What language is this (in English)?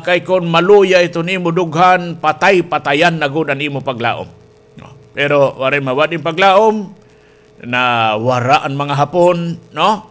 Waray